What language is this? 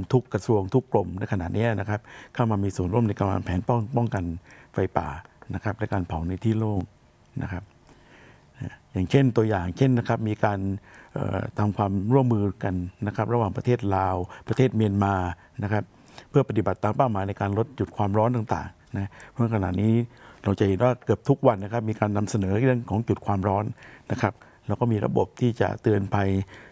Thai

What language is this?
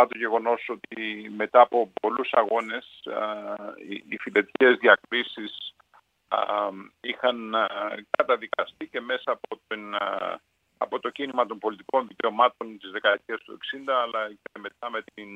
Greek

